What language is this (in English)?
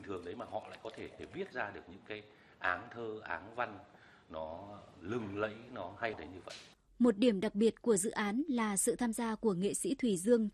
Vietnamese